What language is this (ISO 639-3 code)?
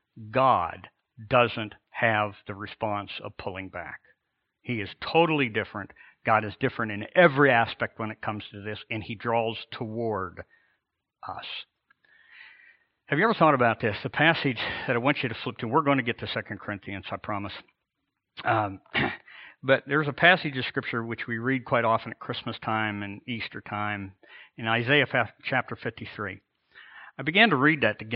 eng